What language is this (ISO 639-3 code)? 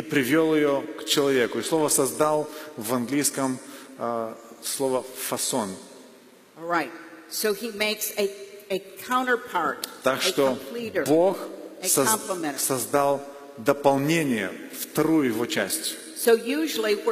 rus